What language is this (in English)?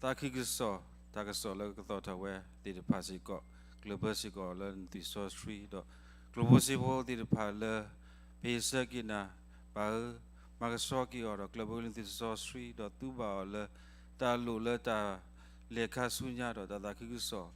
S'gaw Karen